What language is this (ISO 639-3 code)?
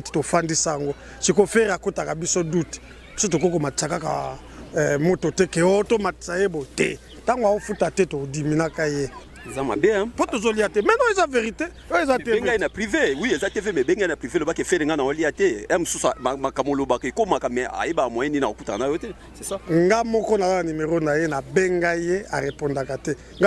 lin